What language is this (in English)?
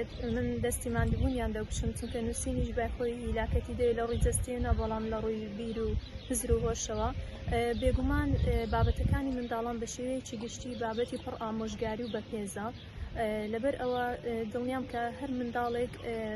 Central Kurdish